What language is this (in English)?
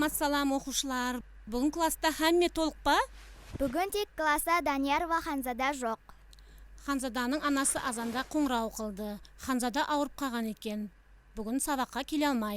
Kara-Kalpak